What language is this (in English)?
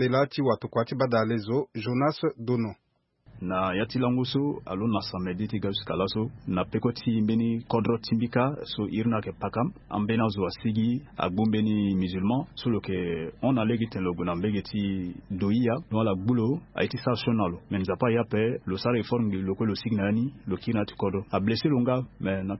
Sango